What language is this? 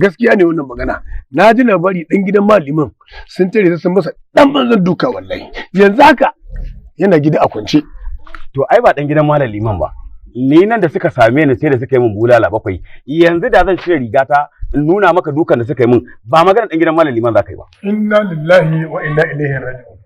Hausa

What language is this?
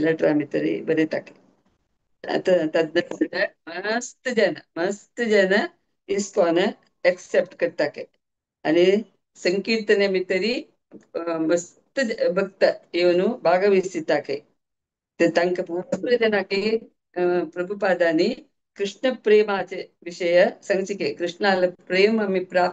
Konkani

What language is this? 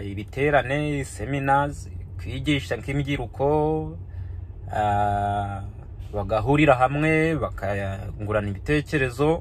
Kinyarwanda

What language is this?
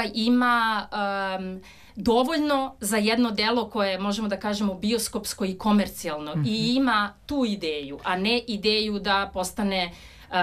Serbian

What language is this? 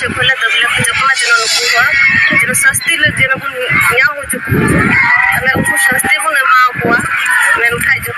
Santali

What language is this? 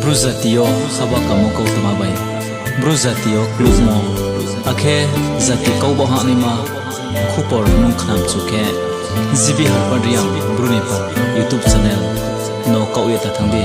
Riang (India)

